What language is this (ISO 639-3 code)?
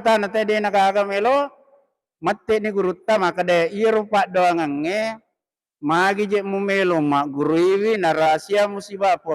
bug